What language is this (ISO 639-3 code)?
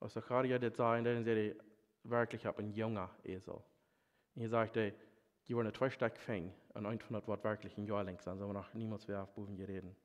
pdt